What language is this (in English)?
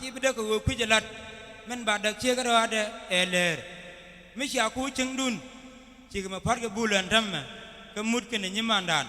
Nuer